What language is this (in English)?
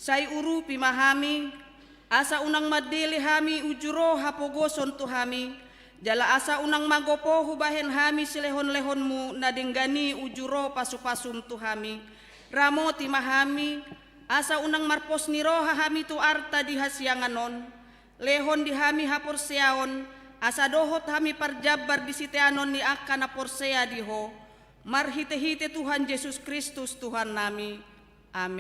Batak Toba